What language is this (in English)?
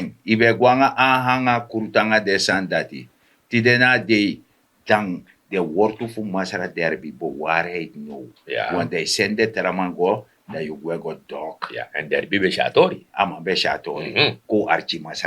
Sranan Tongo